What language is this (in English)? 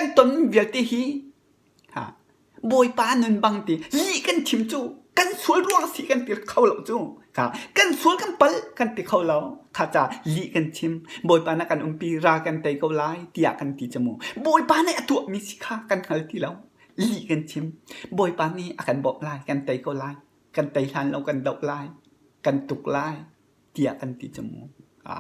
Hakha Chin